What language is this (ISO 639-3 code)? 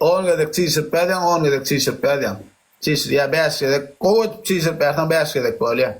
tuk